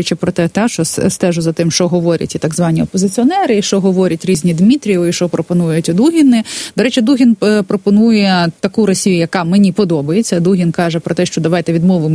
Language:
Ukrainian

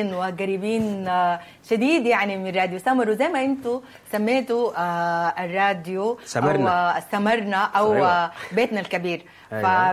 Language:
Sudanese Arabic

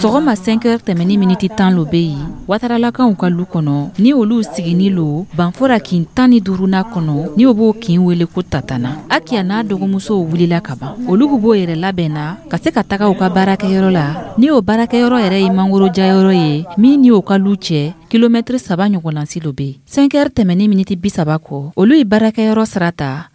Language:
Dyula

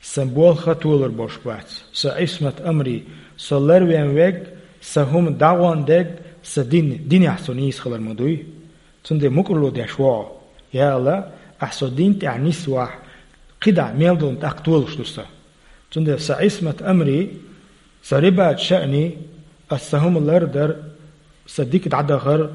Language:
Chechen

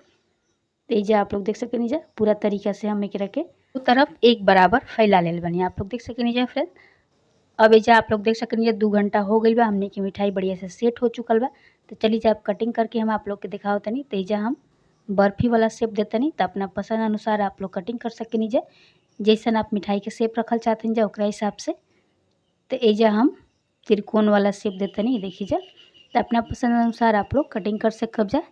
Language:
Bhojpuri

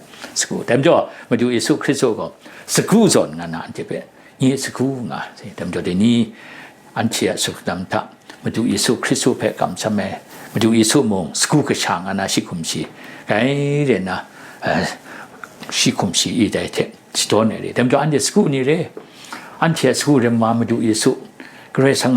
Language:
Kachin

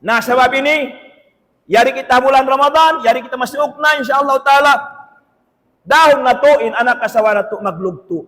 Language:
Tausug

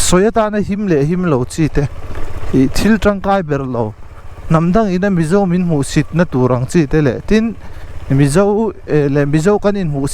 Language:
Mizo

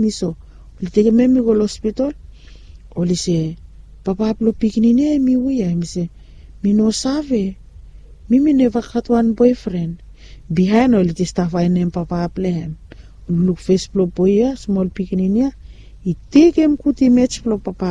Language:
Bislama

